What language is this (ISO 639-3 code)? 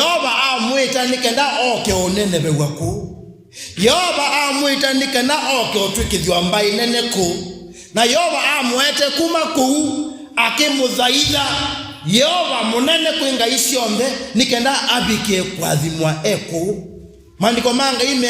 kam